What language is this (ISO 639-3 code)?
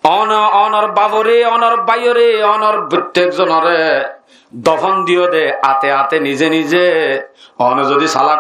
rhg